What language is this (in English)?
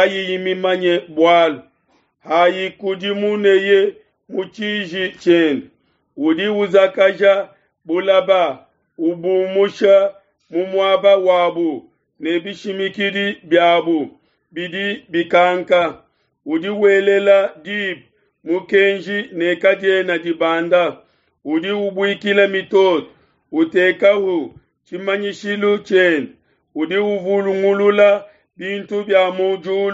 Luba-Lulua